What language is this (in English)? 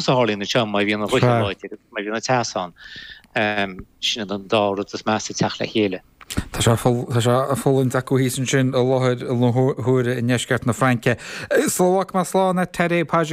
Irish